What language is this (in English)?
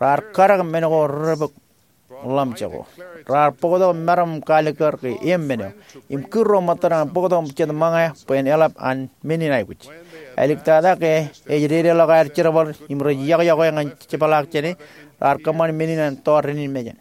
Marshallese